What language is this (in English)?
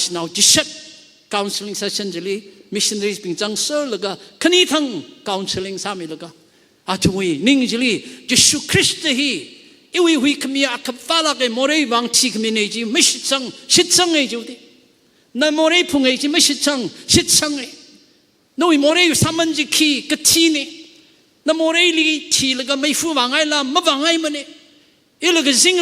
Tangkhul Naga (India)